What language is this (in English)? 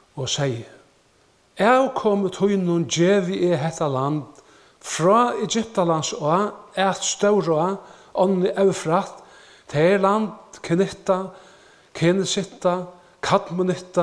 Faroese